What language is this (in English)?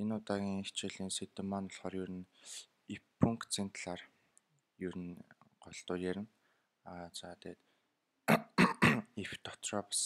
Mongolian